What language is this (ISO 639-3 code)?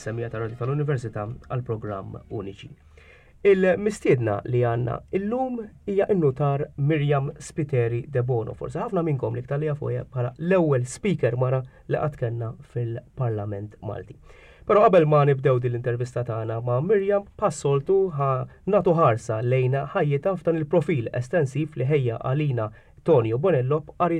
mlt